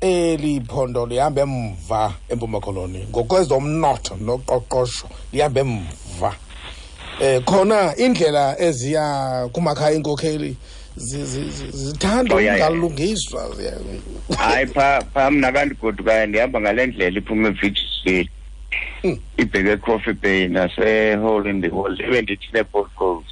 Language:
Xhosa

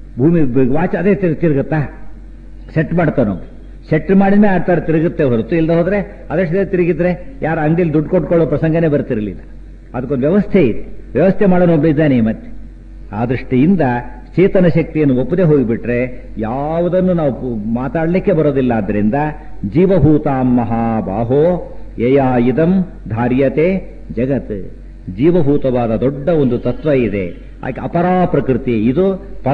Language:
Kannada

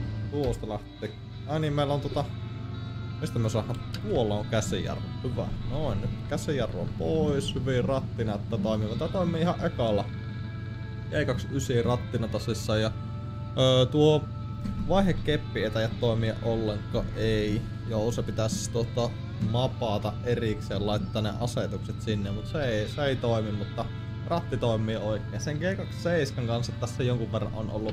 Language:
Finnish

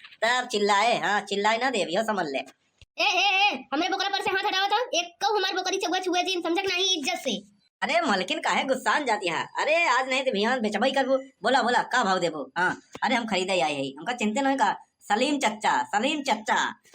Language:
Awadhi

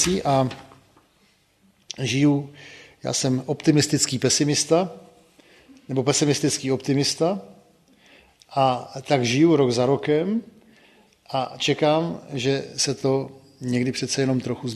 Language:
Czech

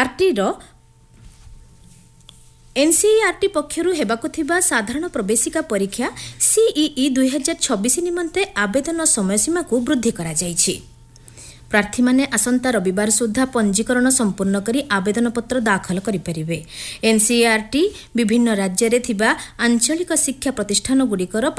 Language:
Odia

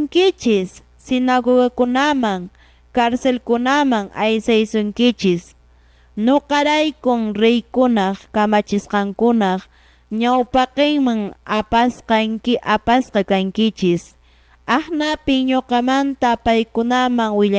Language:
Quechua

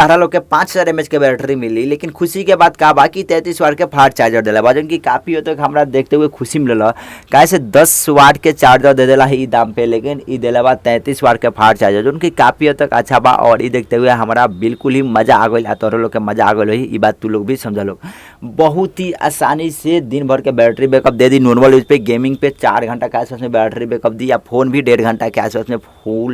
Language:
Bhojpuri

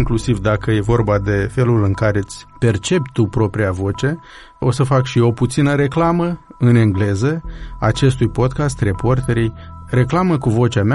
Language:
Romanian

